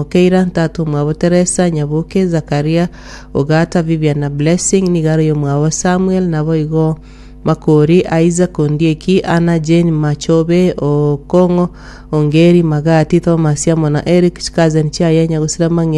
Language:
Gusii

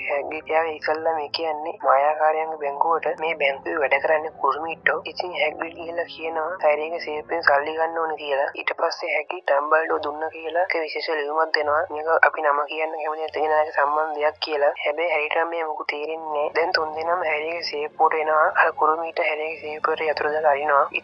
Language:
Sinhala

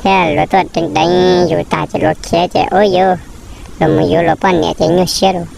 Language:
Hmong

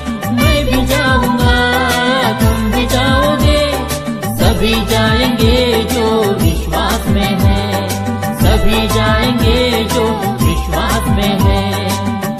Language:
Hindi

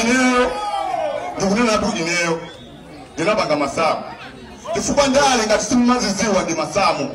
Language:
Nyanja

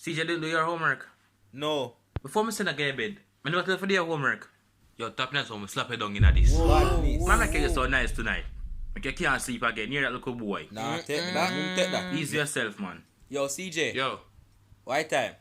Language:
Jamaican Creole English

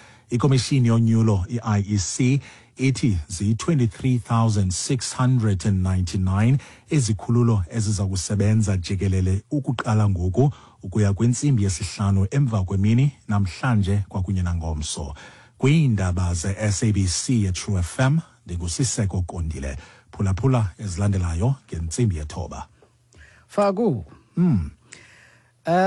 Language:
Xhosa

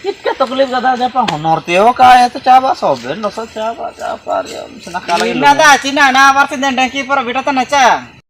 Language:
Ho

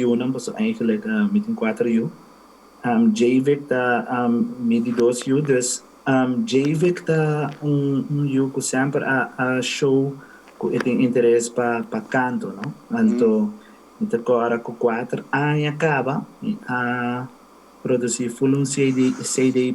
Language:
Papiamento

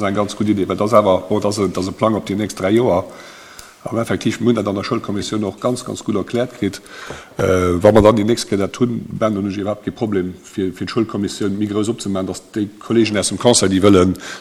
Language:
Luxembourgish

